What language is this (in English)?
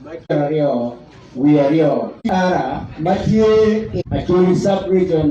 Acoli